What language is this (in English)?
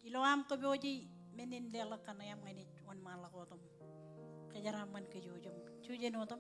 Marshallese